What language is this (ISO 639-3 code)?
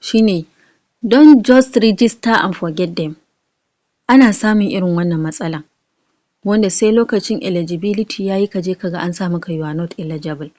hau